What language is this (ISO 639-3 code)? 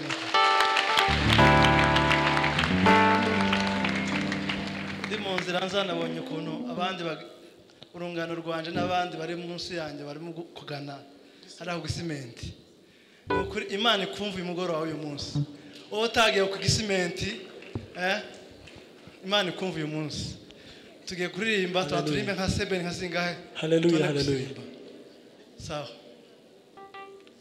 kin